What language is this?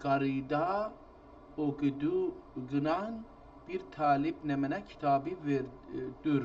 South Azerbaijani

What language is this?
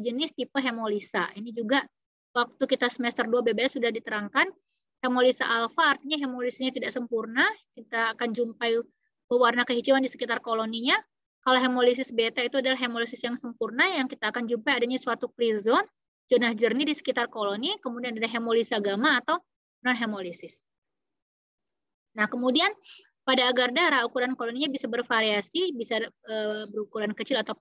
Indonesian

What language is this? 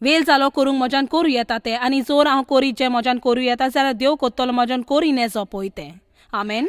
Konkani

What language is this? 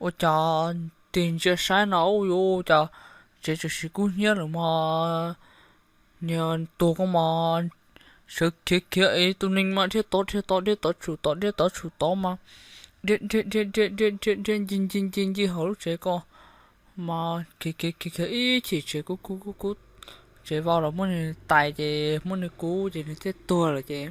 Hmong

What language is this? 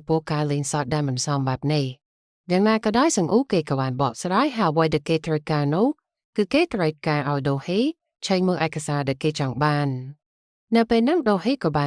Khmer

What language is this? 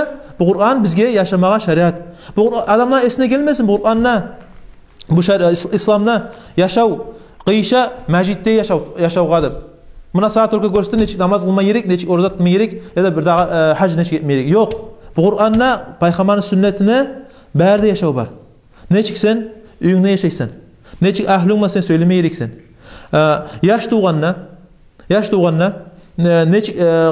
Kumyk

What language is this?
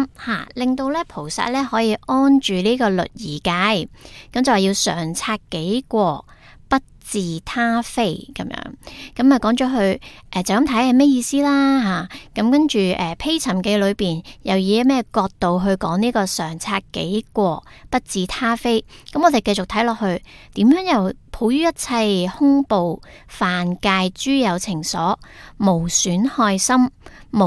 Cantonese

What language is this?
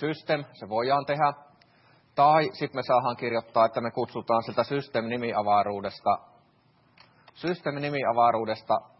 Finnish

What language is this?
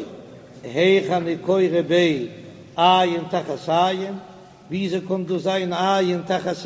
Yiddish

